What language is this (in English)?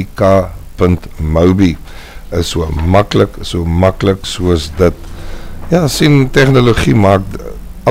Afrikaans